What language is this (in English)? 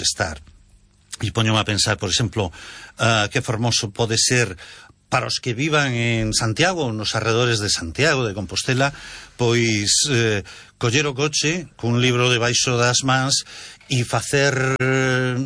Galician